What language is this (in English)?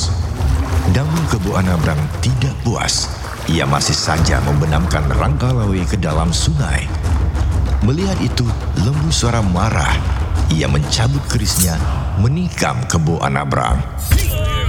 Indonesian